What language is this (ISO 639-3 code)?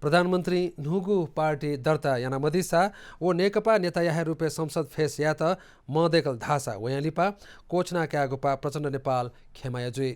new